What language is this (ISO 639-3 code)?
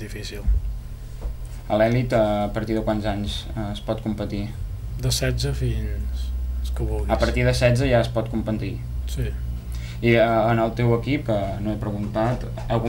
cat